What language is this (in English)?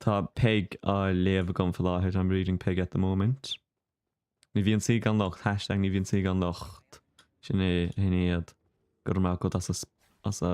Irish